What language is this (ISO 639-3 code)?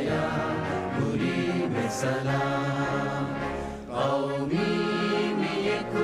div